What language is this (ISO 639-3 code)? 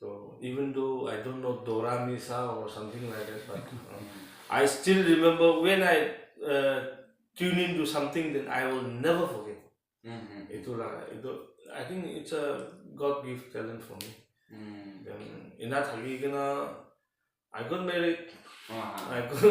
nag